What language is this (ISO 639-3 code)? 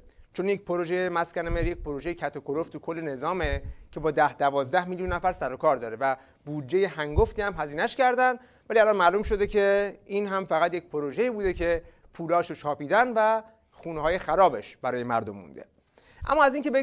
fas